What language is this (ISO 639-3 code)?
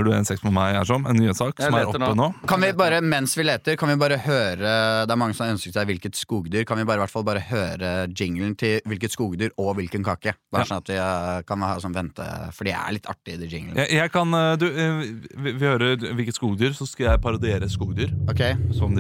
nor